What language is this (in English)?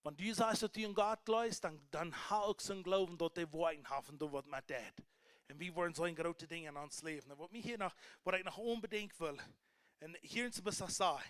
Plautdietsch